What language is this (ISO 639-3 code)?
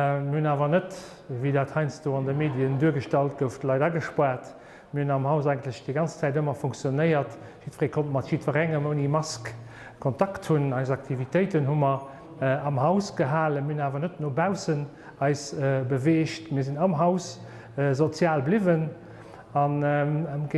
ltz